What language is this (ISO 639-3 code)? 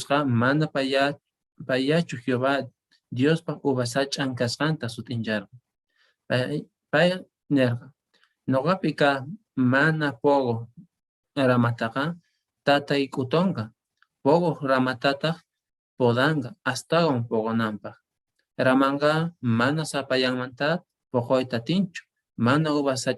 que